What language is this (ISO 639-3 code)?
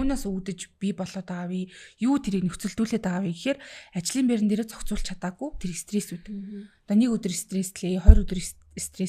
mon